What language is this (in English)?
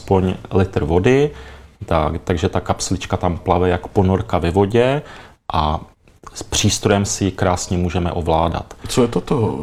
Czech